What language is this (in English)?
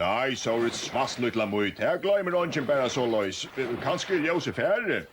Faroese